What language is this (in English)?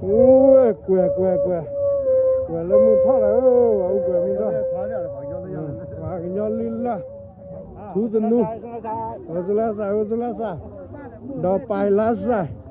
S'gaw Karen